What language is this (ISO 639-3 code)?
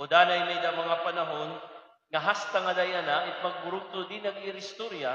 war